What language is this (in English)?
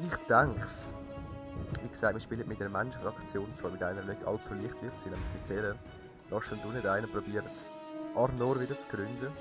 Swiss German